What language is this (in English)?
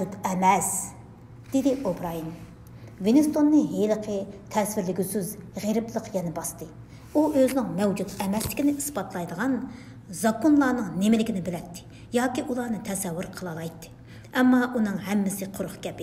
Uyghur